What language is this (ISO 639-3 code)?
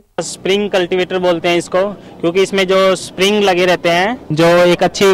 hin